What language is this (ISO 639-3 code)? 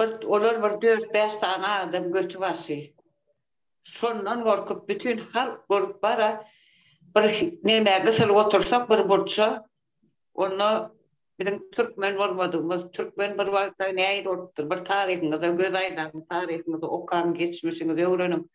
tuk